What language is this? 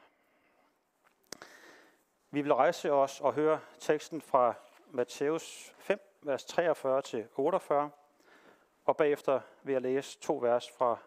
Danish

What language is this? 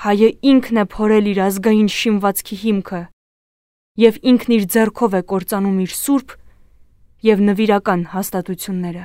Armenian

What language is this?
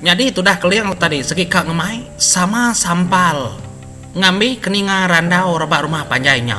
Iban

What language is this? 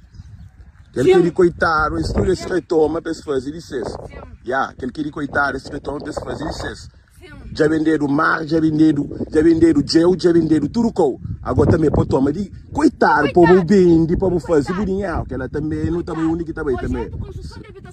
Kabuverdianu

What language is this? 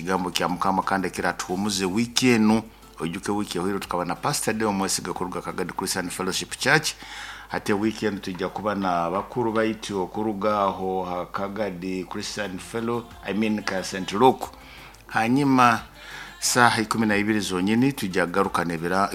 Nyoro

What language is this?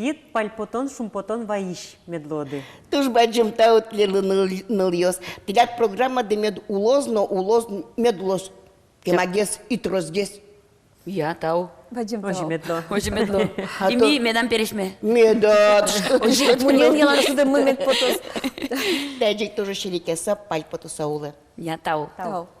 Udmurt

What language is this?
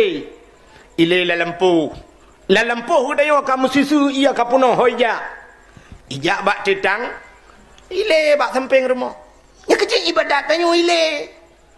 Achinese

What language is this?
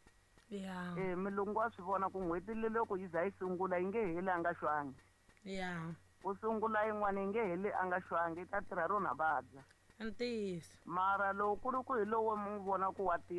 Tsonga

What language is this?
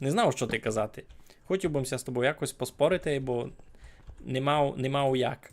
Rusyn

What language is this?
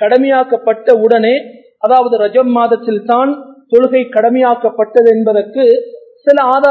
Tamil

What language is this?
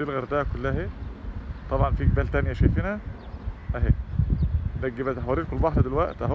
Egyptian Arabic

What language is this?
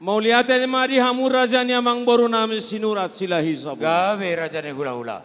Batak Toba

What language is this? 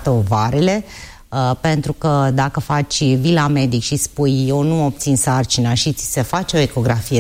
Romanian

